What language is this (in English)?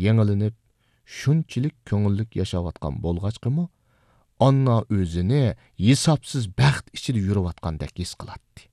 Uyghur